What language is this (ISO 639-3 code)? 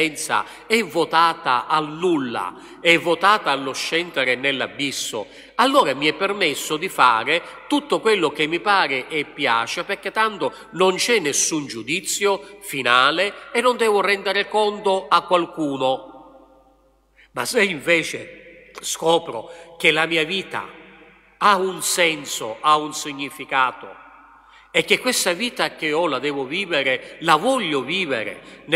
ita